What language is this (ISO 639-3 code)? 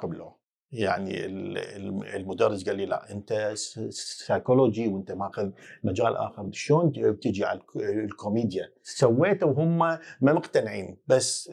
acm